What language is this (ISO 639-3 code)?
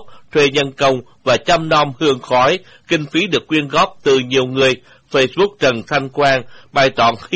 vie